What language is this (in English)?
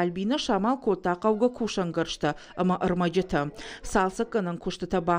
Ossetic